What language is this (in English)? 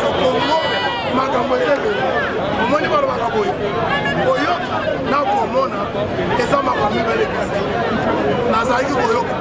Lingala